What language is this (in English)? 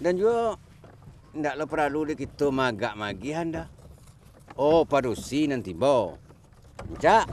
Minangkabau